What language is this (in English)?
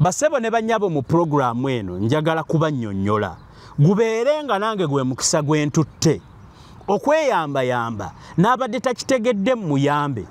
Ganda